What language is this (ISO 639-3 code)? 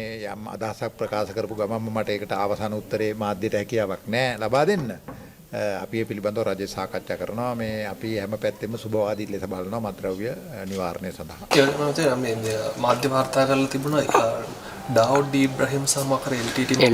sin